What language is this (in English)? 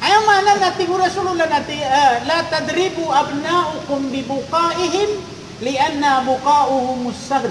Maranao